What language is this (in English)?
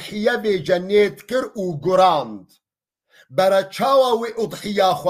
Kurdish